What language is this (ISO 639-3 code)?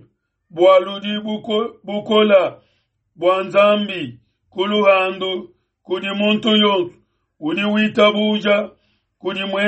lua